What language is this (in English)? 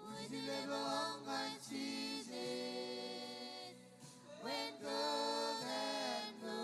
Marshallese